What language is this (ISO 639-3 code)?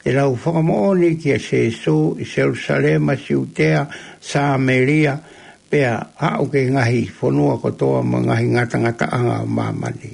ton